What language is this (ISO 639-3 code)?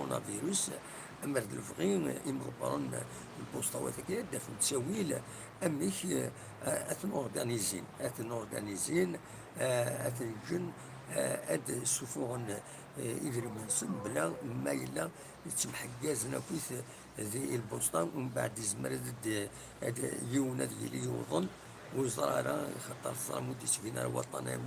kab